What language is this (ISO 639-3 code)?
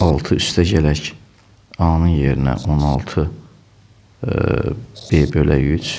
aze